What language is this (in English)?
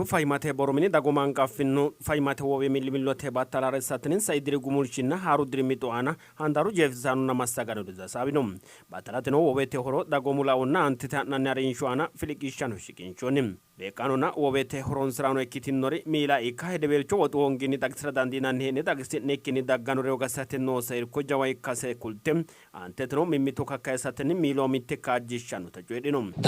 Sidamo